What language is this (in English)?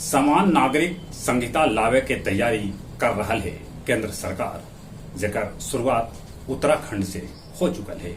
Magahi